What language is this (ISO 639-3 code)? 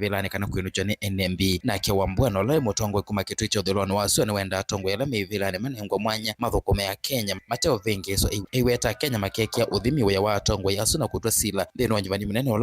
kam